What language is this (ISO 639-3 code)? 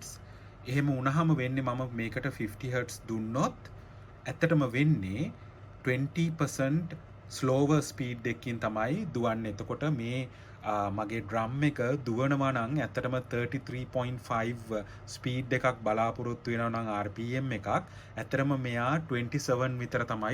sin